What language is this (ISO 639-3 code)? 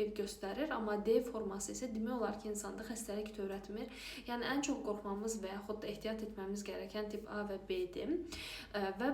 aze